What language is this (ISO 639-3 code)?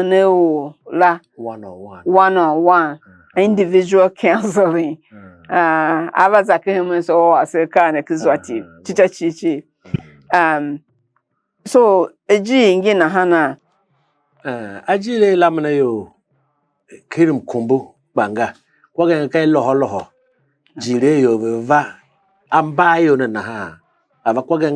tiv